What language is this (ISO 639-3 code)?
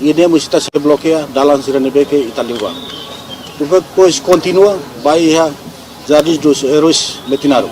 tet